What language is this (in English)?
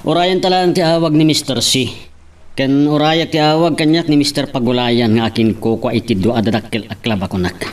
Iloko